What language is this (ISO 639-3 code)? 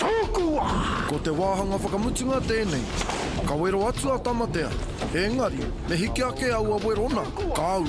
mri